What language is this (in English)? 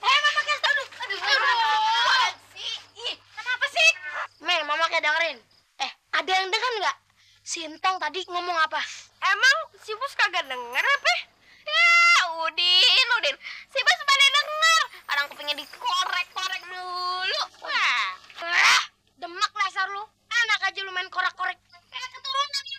Betawi